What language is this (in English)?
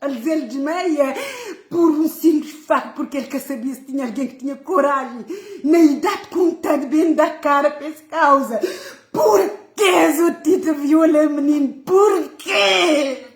Kabuverdianu